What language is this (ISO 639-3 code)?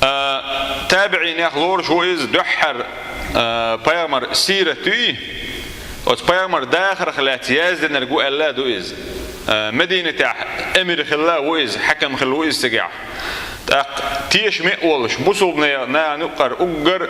che